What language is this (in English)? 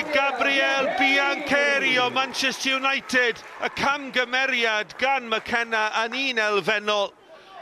Welsh